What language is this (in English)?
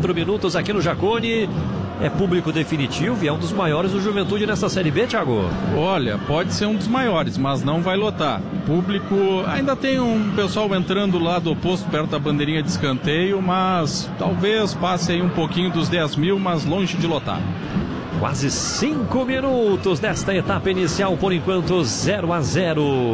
Portuguese